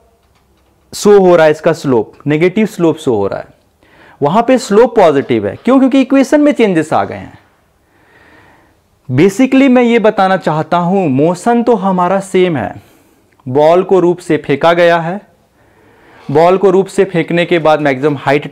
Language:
Hindi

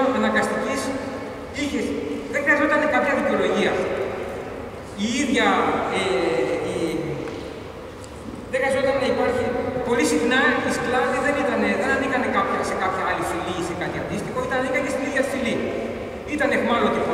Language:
Greek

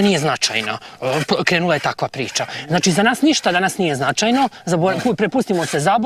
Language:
Serbian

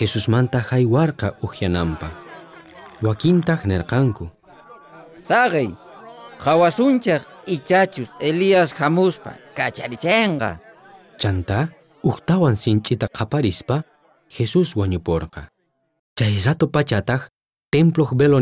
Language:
South Bolivian Quechua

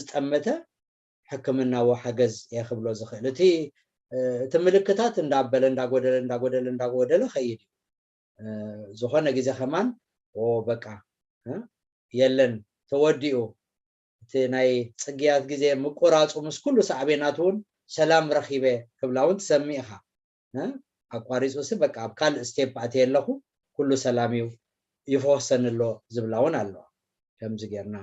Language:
Tigrinya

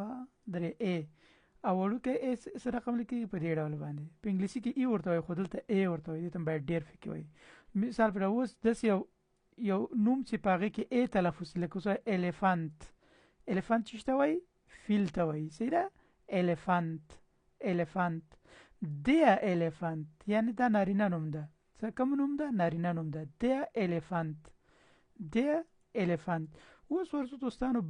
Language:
Pashto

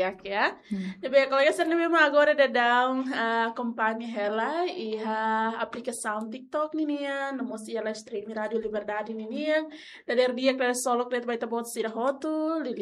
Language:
Tetum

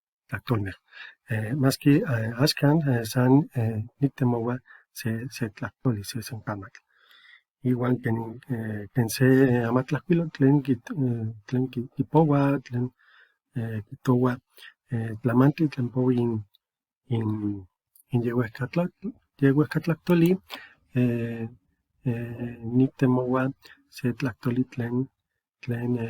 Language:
Eastern Huasteca Nahuatl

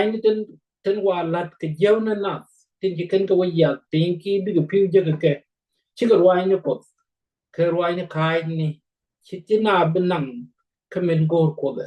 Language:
Nuer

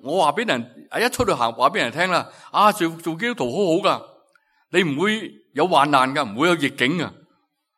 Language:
Cantonese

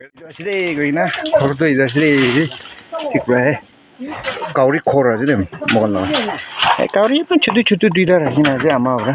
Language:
Naga Pidgin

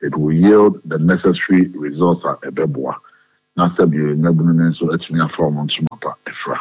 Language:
Akan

